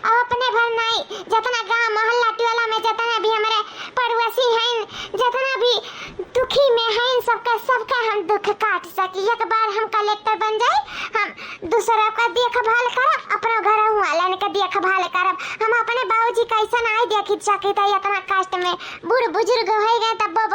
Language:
Awadhi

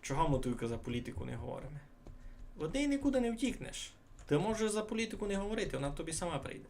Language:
Rusyn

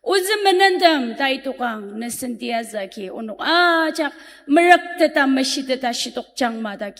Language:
Ao Naga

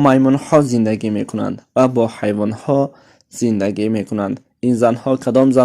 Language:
Tajik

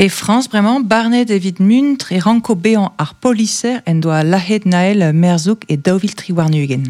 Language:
Breton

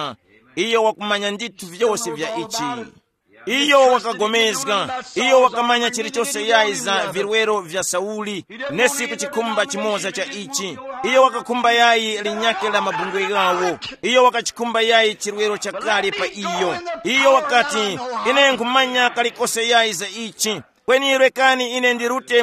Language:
Tumbuka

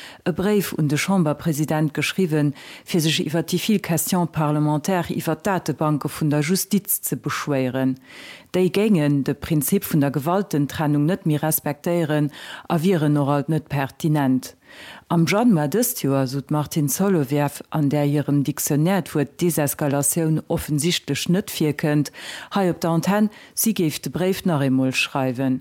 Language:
Luxembourgish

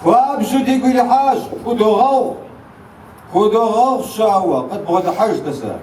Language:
Kabardian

